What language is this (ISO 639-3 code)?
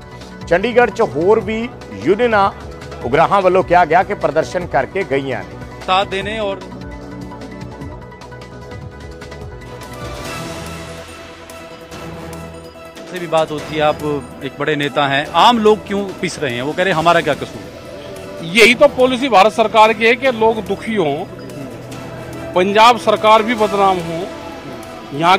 pan